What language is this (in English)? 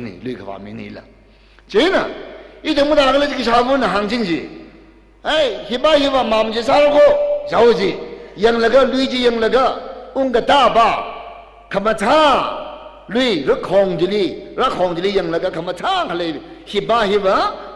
Tangkhul Naga (India)